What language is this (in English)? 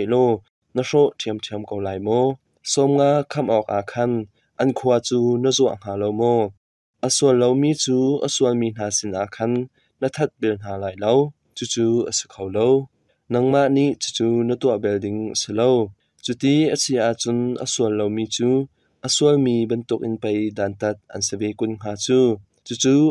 Hakha Chin